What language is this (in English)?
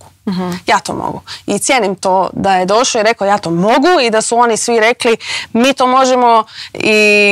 Croatian